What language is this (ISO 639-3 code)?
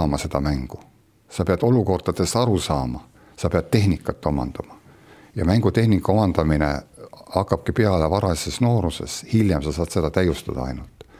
est